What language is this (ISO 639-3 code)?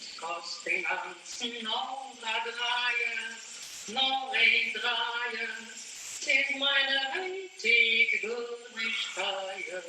yid